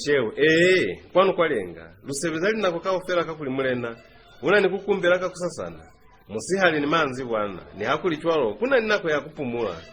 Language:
Lozi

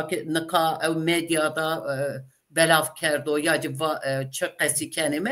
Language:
Zaza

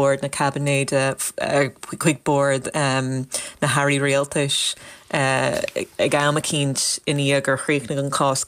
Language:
Irish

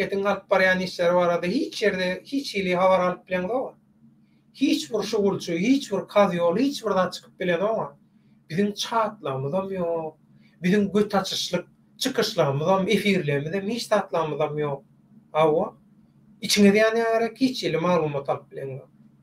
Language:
Turkmen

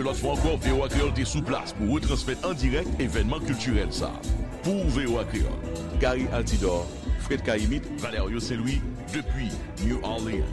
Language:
Haitian Creole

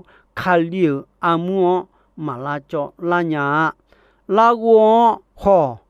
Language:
Akha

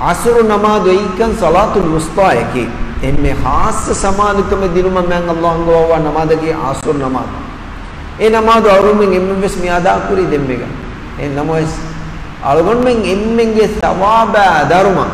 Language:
Divehi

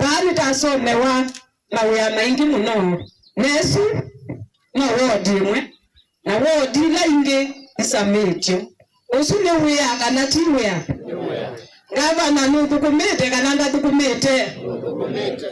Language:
Kamba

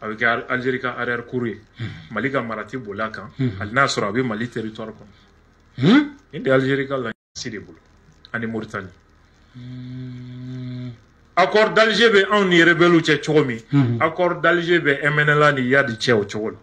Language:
Bambara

